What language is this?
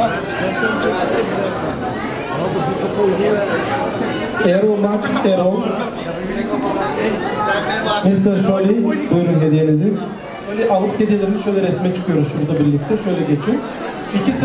Turkish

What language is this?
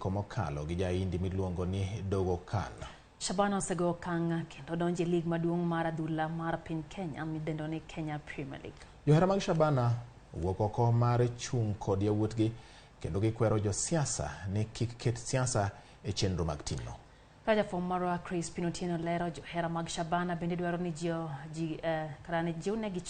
Luo (Kenya and Tanzania)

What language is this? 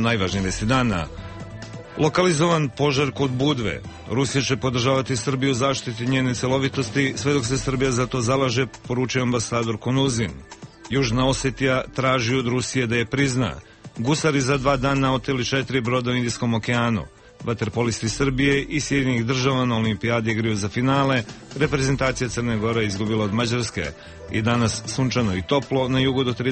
Serbian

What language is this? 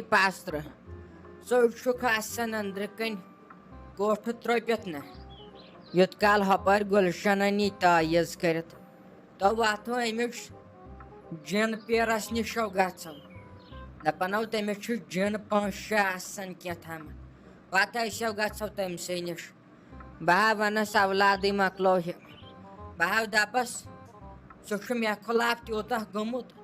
Kashmiri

